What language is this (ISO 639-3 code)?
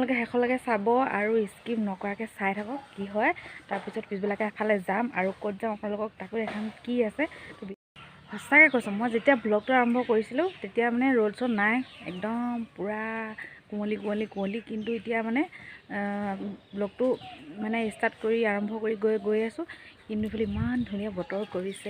asm